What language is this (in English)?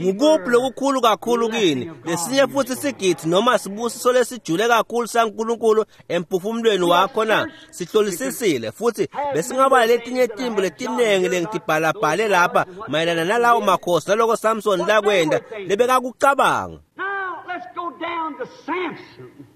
Swati